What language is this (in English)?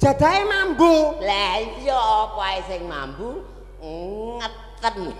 Javanese